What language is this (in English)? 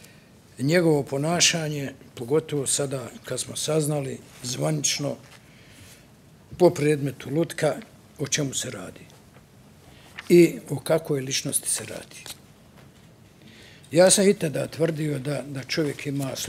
Bosnian